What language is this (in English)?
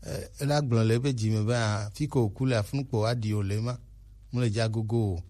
Gen